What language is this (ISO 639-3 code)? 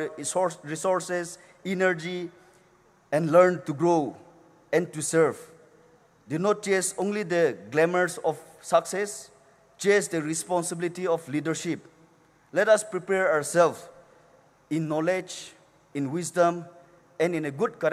pmx